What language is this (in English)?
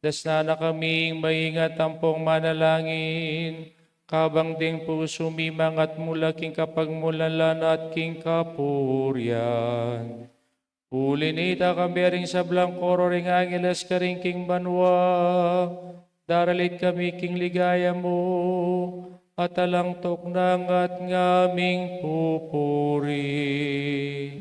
Pampanga